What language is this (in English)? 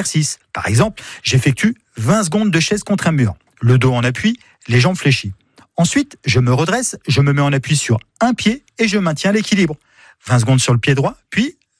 French